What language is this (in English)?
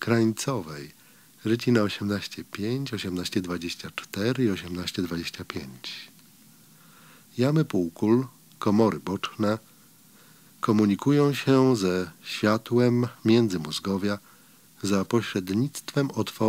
Polish